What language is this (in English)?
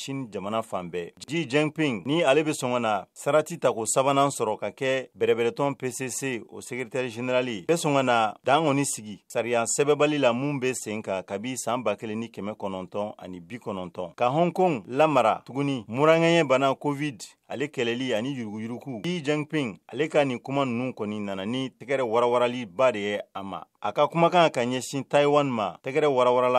Bambara